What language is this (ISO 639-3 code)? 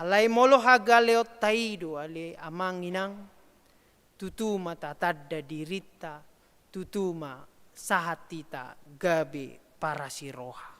bbc